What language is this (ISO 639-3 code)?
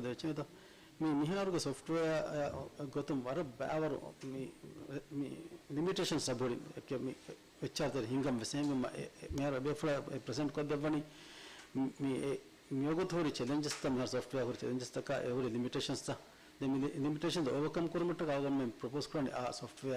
div